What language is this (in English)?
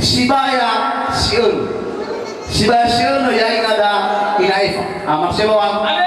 Nias